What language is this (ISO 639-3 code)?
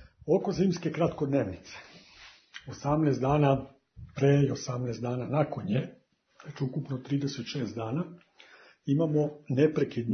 srp